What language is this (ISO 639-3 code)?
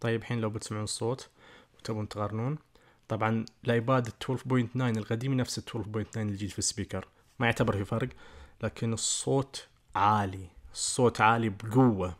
ars